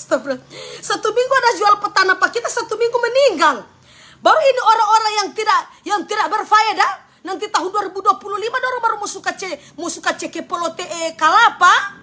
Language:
Manado Malay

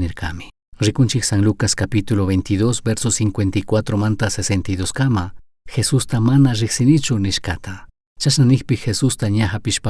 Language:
Chimborazo Highland Quichua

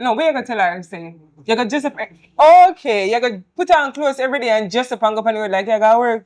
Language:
Jamaican Creole English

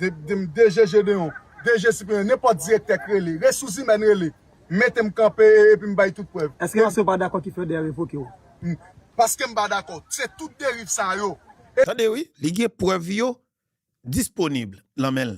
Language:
Haitian Creole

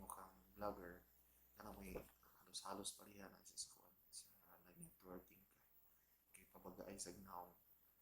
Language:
Cebuano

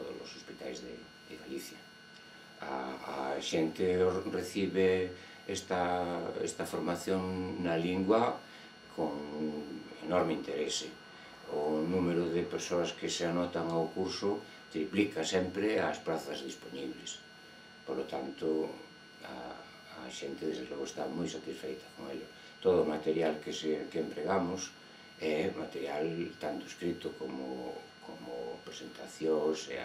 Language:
Galician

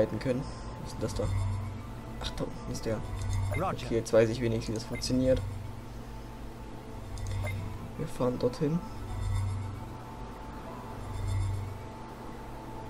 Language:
German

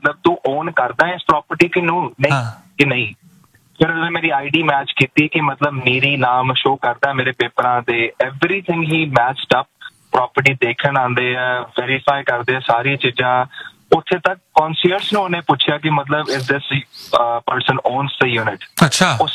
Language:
Punjabi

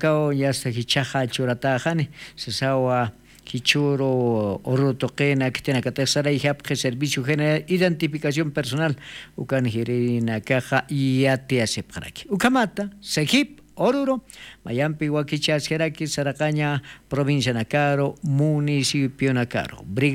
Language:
Aymara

